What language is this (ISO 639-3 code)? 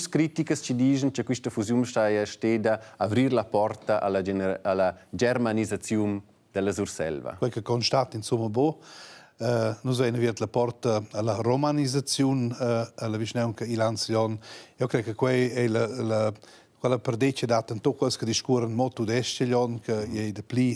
roh